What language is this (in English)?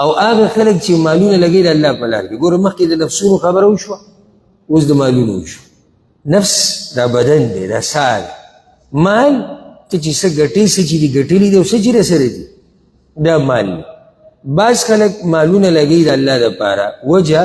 Pashto